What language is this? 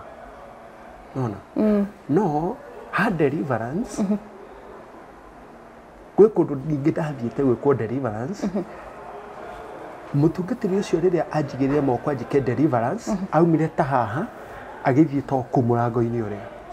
Kikuyu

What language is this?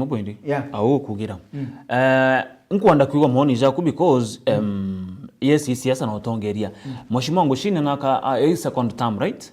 Meru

